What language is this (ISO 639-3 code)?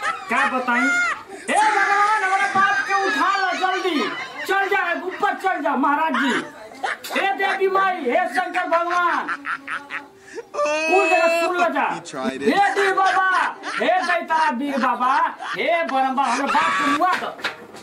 bho